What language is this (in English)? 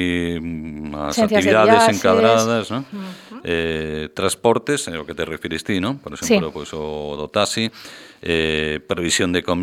Galician